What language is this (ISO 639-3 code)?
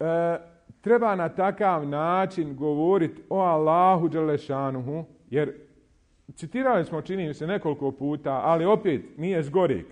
bos